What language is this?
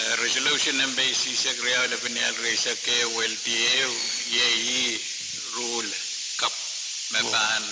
Pohnpeian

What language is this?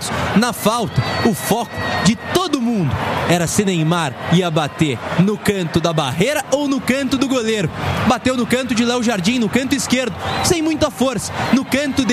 Portuguese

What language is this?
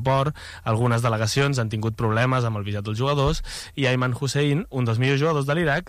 Catalan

